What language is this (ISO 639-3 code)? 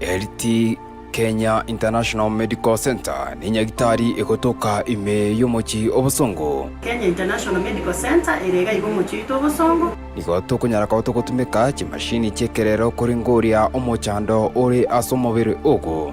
guz